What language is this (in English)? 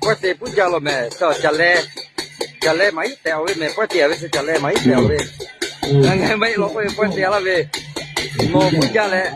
Lahu